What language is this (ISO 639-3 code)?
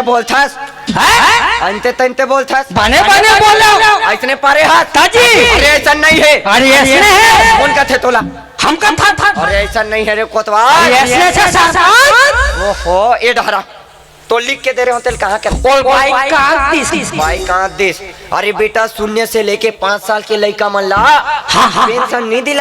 hne